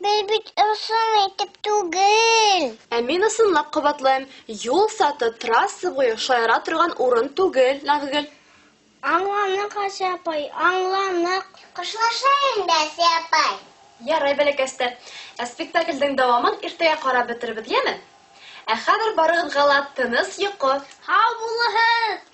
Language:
Bashkir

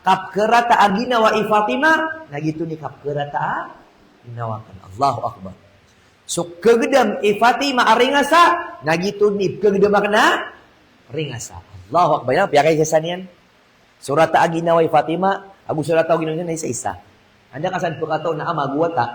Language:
Maranao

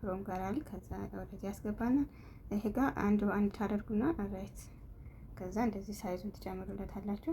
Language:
Amharic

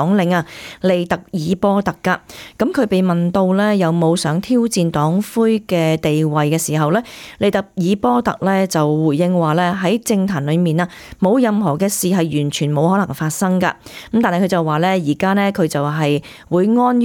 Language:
Cantonese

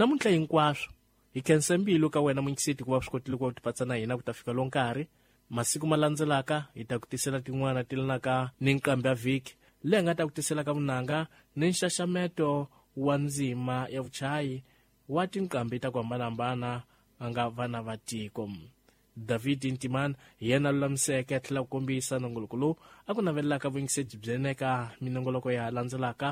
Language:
Tsonga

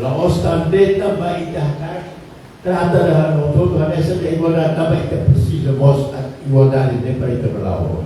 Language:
Tetum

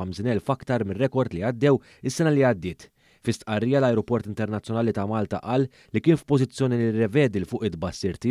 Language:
Maltese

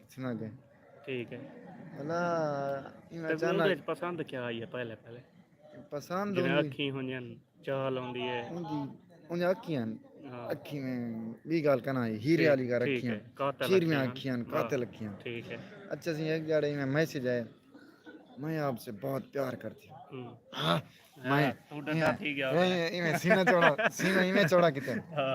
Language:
Saraiki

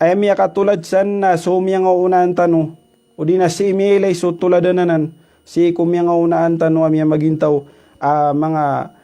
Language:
Maranao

